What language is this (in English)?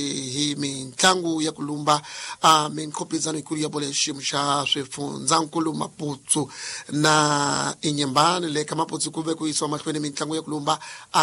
Tsonga